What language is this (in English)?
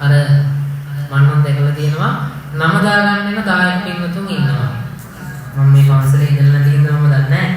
Sinhala